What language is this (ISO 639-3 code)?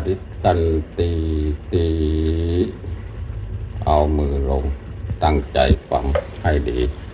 tha